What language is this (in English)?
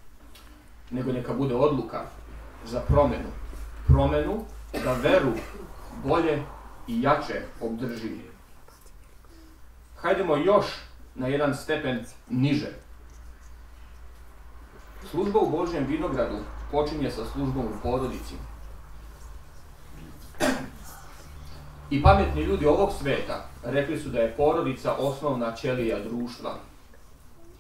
Serbian